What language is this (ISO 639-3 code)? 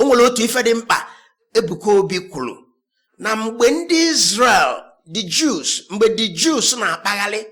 ibo